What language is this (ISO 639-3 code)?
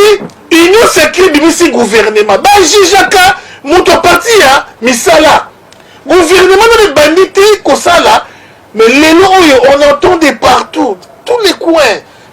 lin